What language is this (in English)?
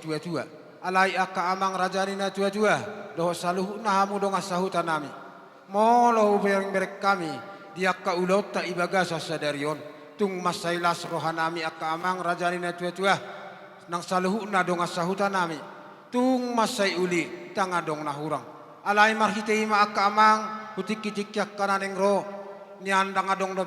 Batak Toba